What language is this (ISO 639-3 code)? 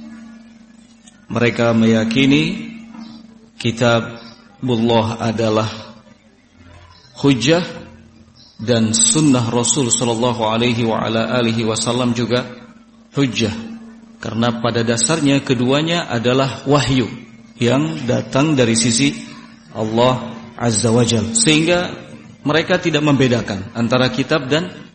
ind